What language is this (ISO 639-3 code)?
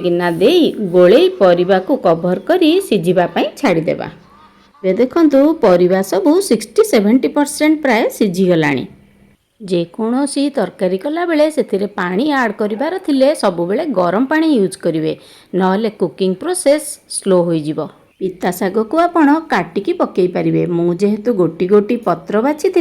ori